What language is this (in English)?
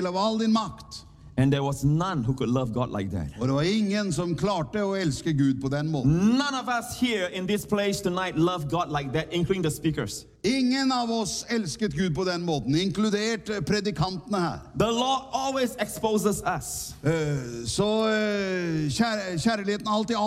Norwegian